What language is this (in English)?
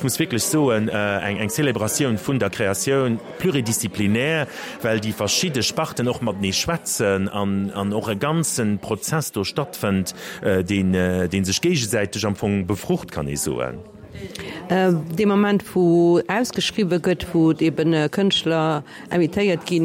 Luxembourgish